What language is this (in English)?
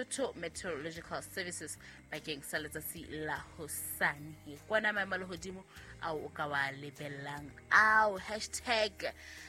Southern Sotho